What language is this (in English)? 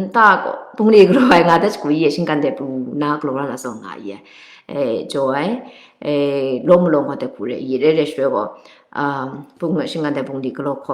Kachin